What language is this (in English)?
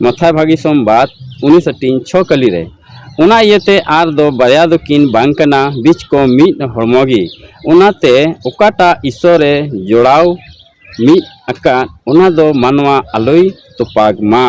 Santali